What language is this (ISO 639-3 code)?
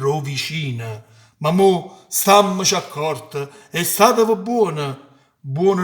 nap